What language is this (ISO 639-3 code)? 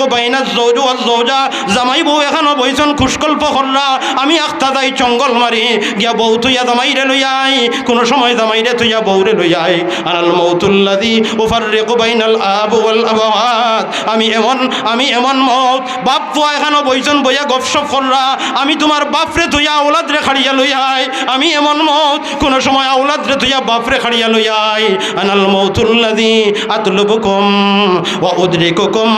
syl